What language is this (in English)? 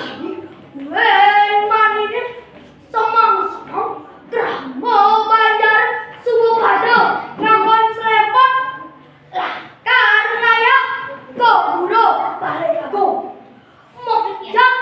Balinese